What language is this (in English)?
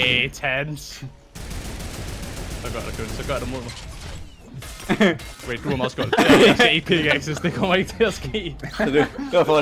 Danish